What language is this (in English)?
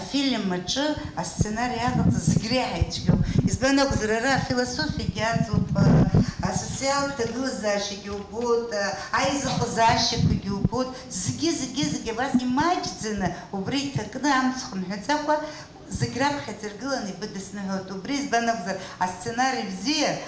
Abkhazian